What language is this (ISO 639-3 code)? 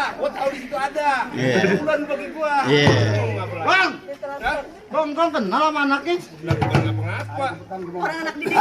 bew